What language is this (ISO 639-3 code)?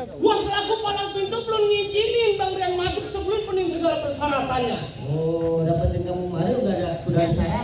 bew